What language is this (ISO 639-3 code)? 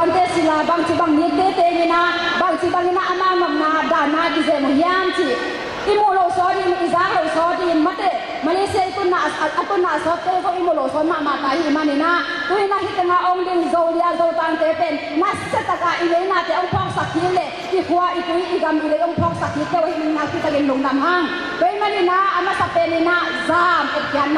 ctd